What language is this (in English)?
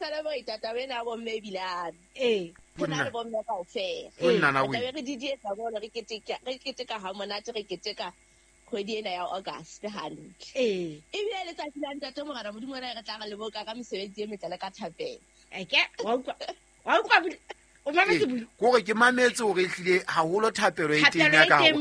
Southern Sotho